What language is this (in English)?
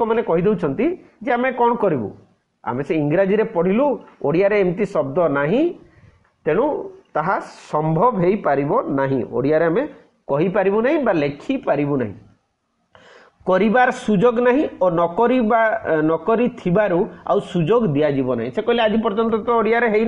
Odia